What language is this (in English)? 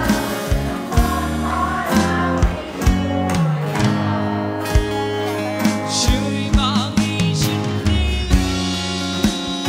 Thai